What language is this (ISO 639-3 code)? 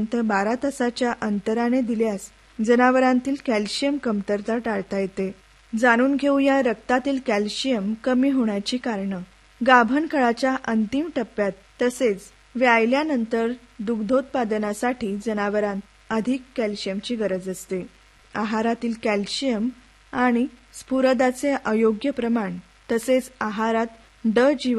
mar